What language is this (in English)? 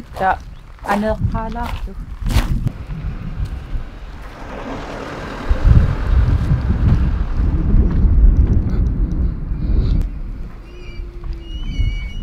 Kalaallisut